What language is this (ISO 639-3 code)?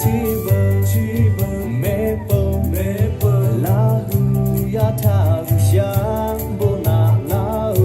lhu